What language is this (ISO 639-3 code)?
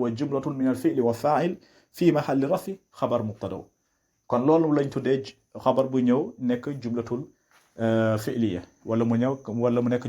wol